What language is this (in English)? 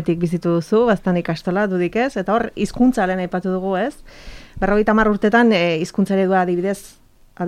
Basque